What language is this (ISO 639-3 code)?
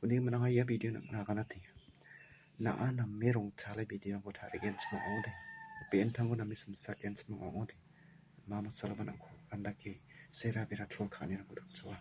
grt